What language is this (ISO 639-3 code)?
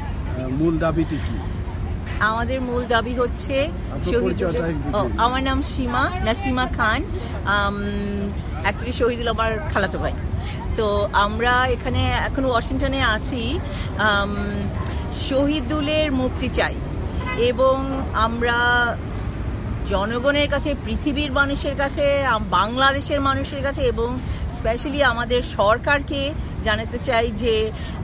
ben